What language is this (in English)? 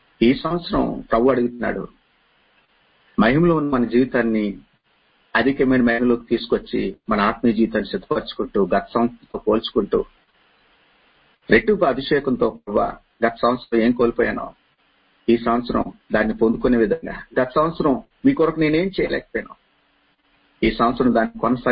Telugu